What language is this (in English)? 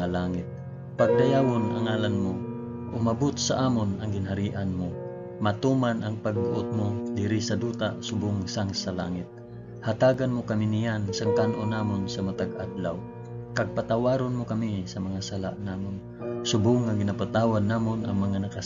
Hiligaynon